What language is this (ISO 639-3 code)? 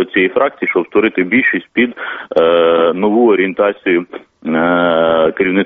ukr